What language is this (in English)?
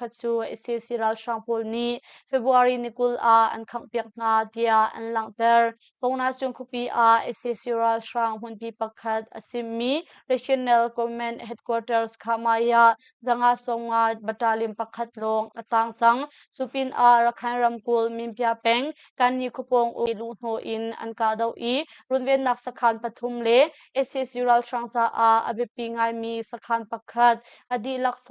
Hakha Chin